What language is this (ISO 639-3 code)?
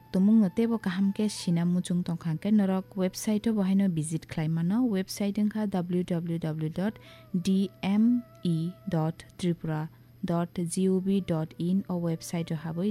trp